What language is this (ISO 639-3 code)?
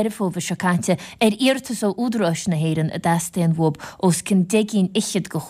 gle